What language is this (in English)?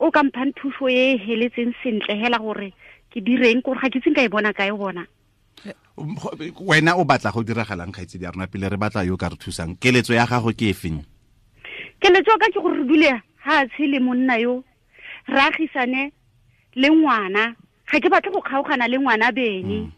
Tswana